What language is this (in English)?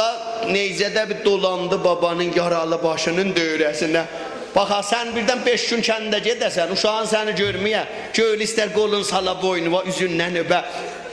South Azerbaijani